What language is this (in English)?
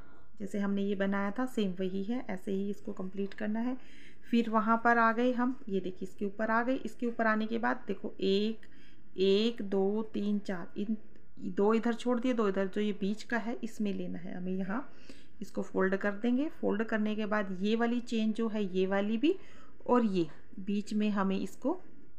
Hindi